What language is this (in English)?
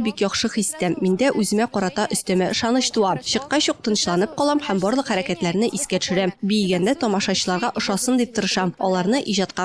Tatar